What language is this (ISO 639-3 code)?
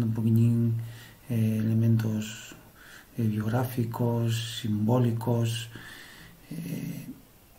ast